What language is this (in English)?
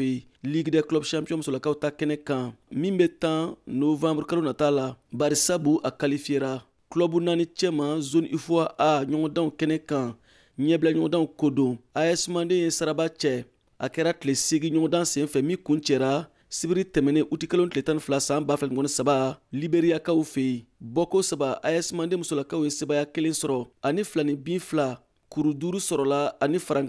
Bambara